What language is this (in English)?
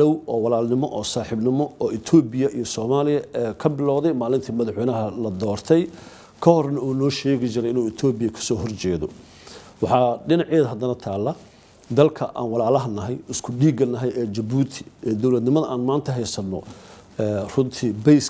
Somali